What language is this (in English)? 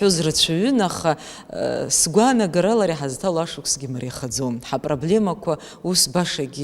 Abkhazian